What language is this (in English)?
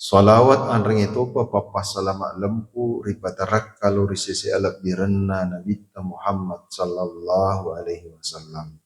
Buginese